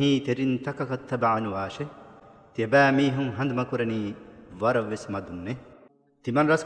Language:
Divehi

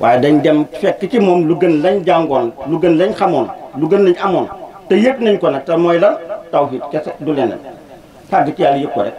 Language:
Wolof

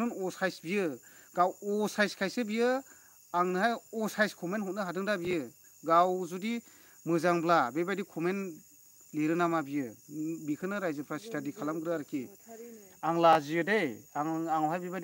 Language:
Bodo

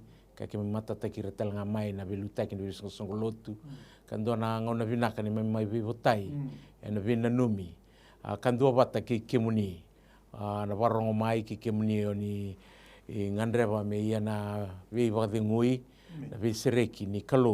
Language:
Fijian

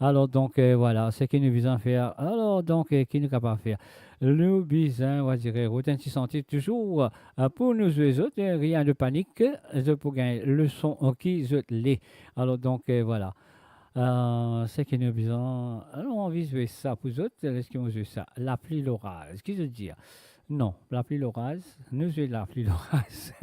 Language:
Morisyen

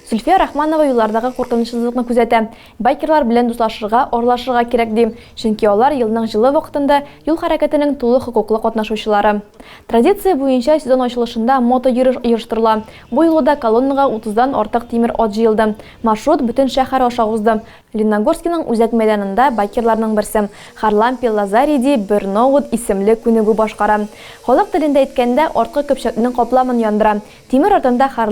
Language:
Tatar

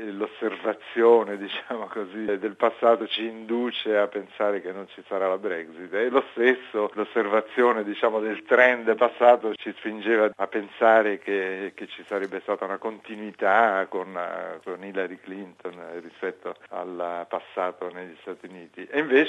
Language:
Italian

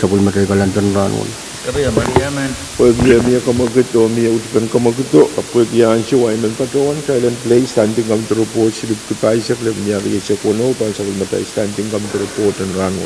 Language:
Pohnpeian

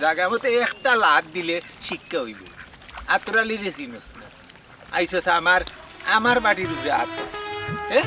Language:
Sylheti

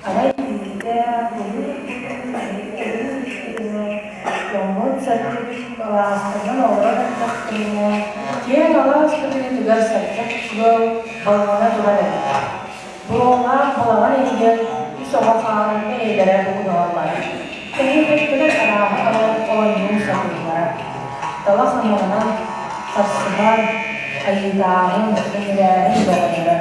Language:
Yakut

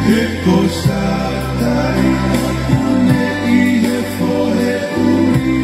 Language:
Tongan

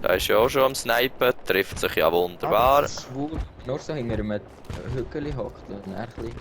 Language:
Swiss German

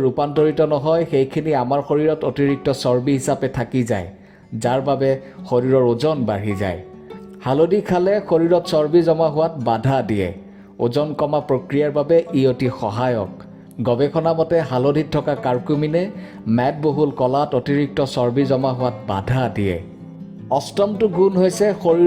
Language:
Assamese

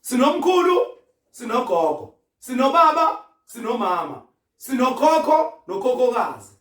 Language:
Zulu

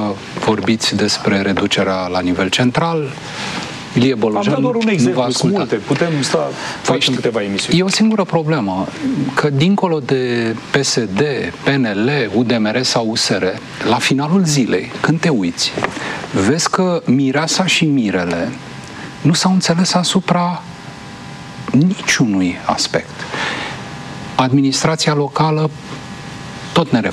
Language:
Romanian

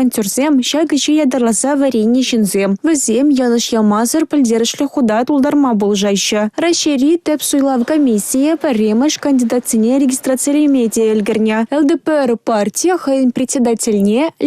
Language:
Chuvash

